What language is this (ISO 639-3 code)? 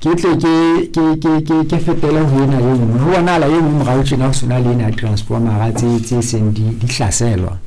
sot